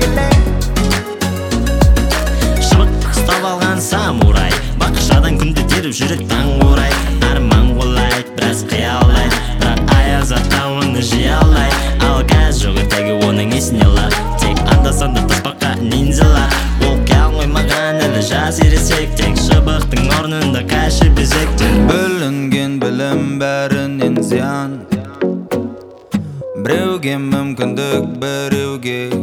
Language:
Kazakh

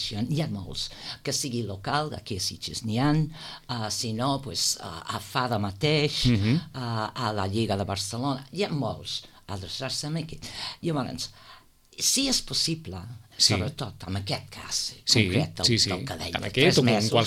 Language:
Catalan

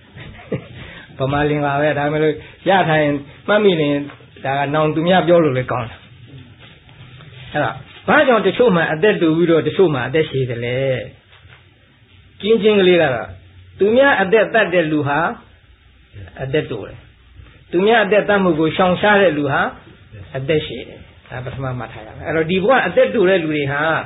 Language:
Burmese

